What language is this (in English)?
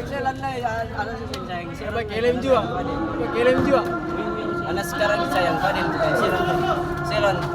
Ambonese Malay